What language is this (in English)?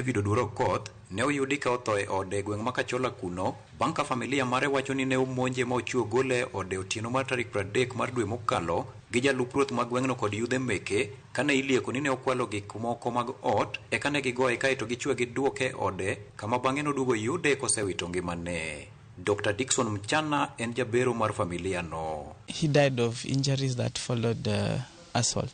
Luo (Kenya and Tanzania)